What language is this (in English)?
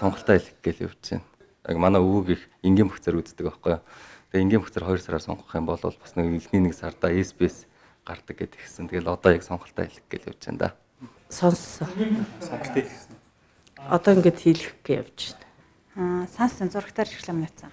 Mongolian